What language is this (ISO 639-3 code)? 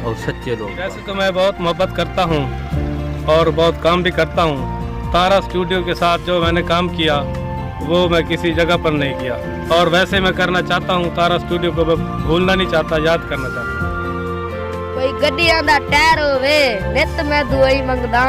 skr